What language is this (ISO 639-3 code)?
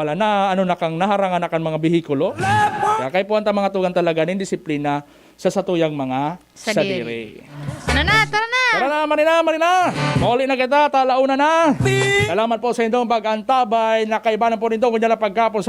bik